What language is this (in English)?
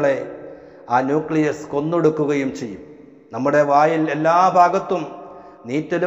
Malayalam